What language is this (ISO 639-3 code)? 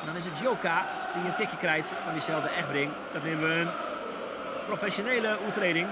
fry